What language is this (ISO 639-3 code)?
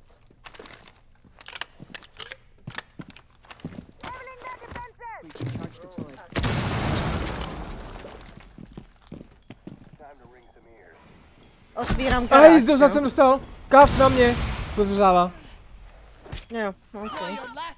ces